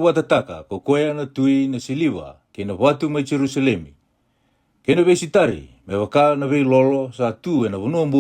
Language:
Fijian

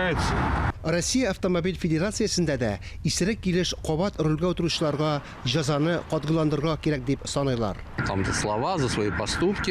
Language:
Tatar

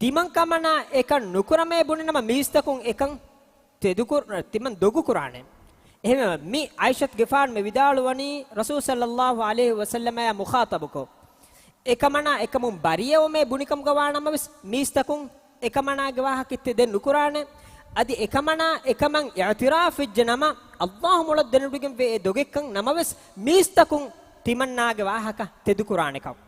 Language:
Divehi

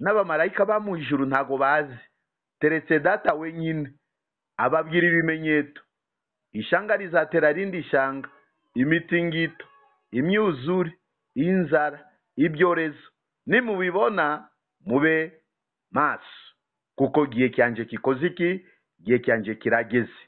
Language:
Kinyarwanda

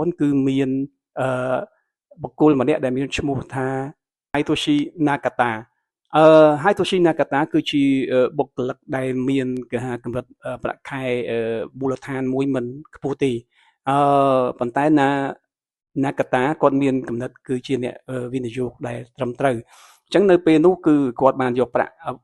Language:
Khmer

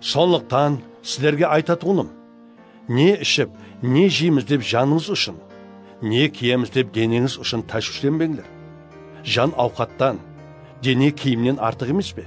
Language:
Kara-Kalpak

